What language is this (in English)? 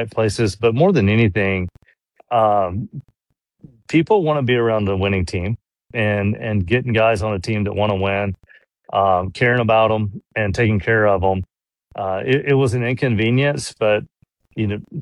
English